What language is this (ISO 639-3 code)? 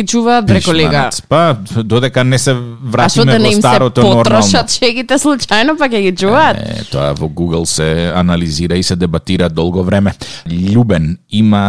mkd